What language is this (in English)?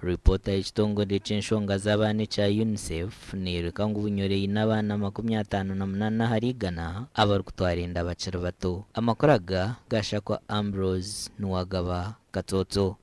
Nyankole